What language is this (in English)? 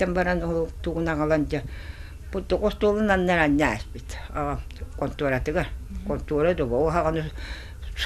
Yakut